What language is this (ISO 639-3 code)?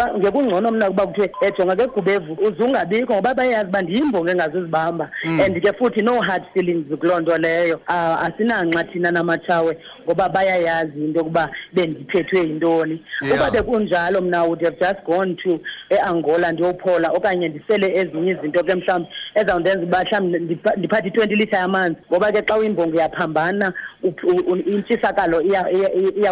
xho